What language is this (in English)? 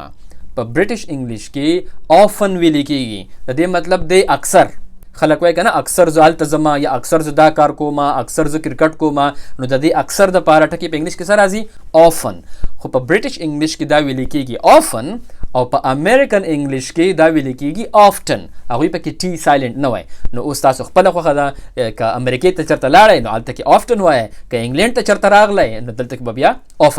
Pashto